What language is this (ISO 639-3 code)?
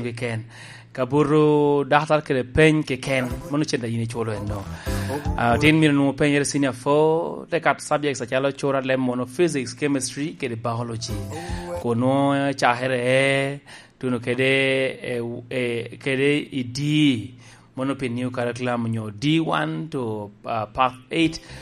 laj